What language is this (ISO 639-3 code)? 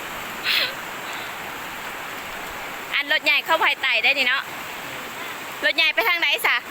lao